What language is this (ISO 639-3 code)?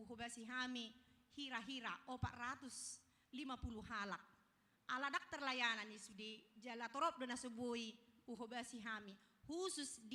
bbc